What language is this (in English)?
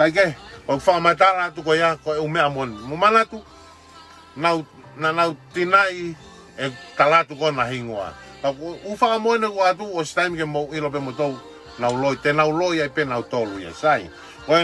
Tongan